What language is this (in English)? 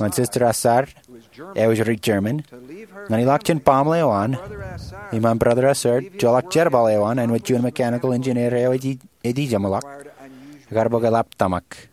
Marshallese